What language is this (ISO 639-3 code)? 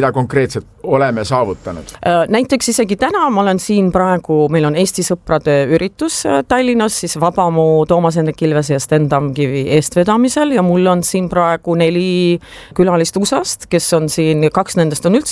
est